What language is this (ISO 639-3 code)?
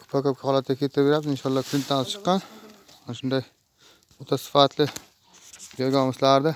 uzb